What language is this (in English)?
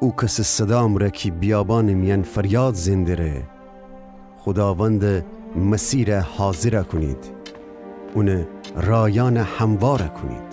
Gilaki